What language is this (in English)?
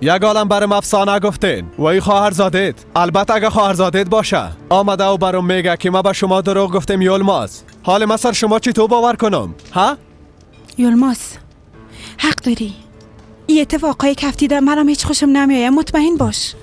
Persian